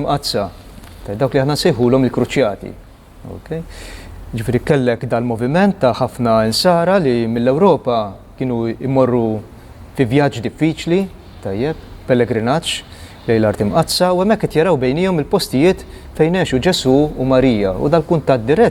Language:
Maltese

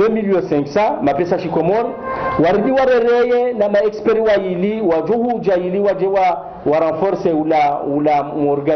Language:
Ngazidja Comorian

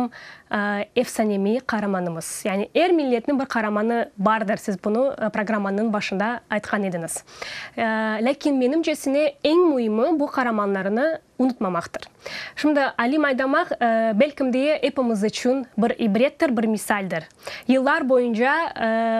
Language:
Crimean Tatar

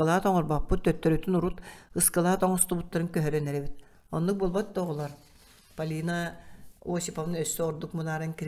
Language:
Yakut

